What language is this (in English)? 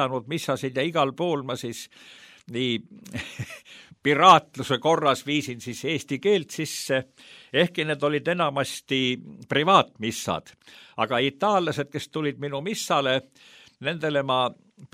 Estonian